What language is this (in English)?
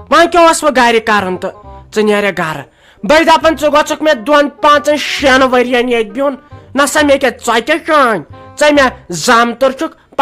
Kashmiri